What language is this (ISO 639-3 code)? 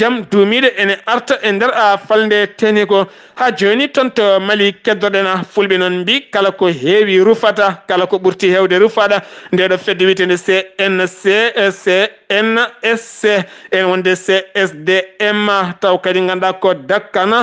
ful